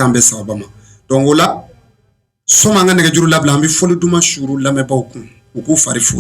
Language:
Bambara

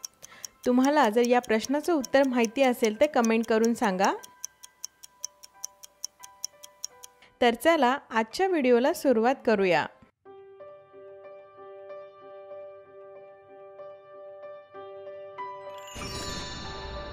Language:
Marathi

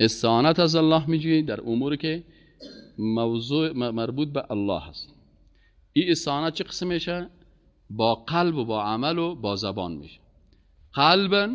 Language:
Persian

